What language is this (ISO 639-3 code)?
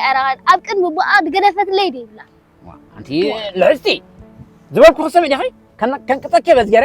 tir